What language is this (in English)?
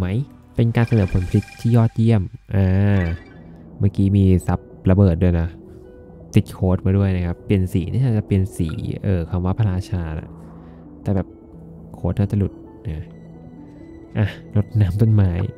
Thai